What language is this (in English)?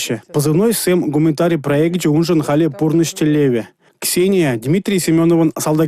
Chuvash